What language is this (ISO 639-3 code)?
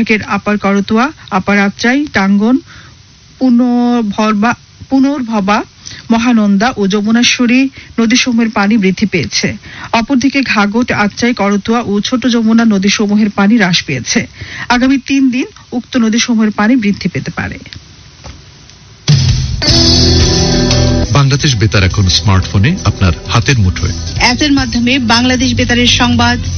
ben